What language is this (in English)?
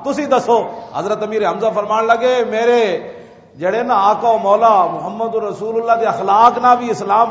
Western Panjabi